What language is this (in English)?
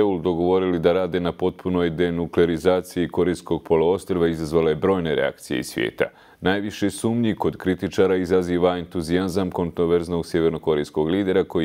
Bosnian